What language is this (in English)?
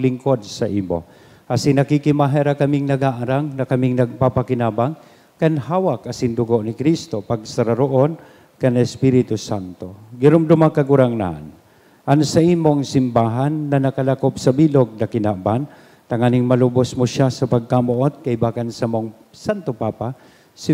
Bikol